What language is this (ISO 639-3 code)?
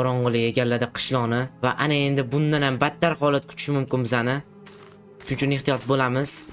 uzb